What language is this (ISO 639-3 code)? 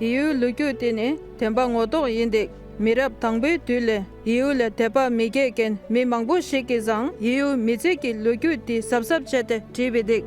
dre